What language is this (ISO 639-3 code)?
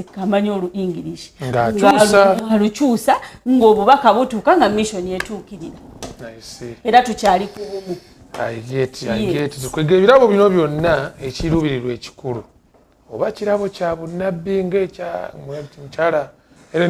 lug